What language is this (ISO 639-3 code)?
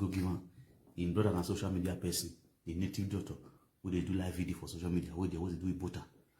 pcm